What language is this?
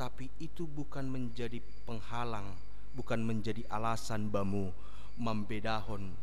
Batak Simalungun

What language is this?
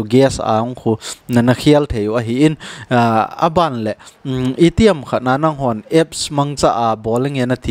Thado Chin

